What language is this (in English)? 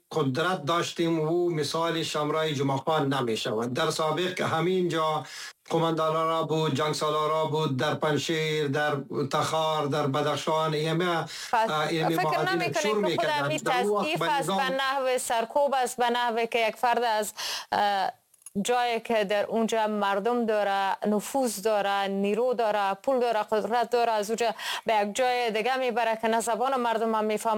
Persian